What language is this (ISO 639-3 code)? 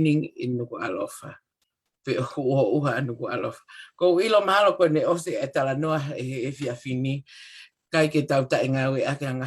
ton